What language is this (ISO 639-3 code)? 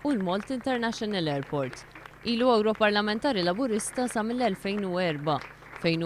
mlt